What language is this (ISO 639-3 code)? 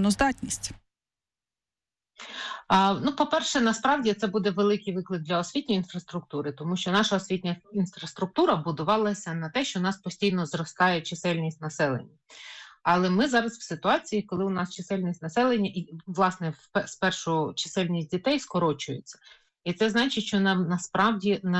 ukr